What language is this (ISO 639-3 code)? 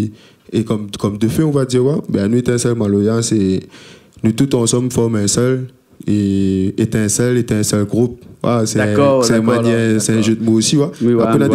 rcf